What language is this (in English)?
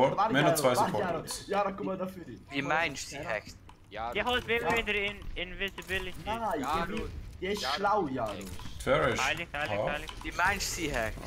Swiss German